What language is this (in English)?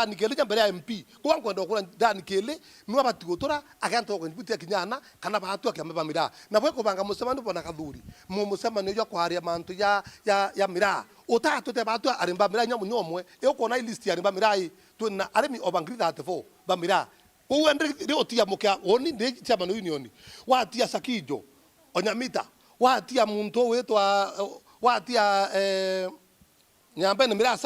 Meru